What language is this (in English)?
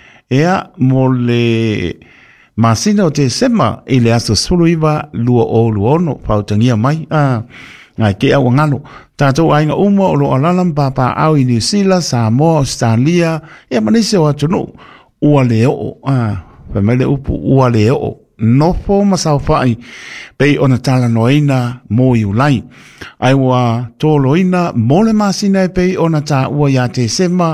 Samoan